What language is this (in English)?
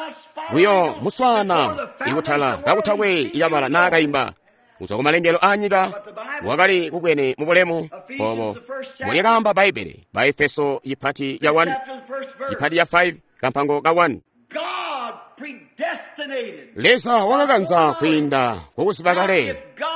Tonga (Zambia)